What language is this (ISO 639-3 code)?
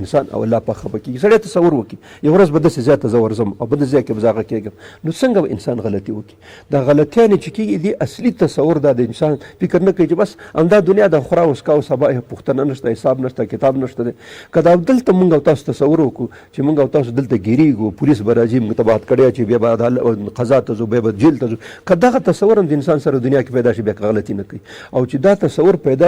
pus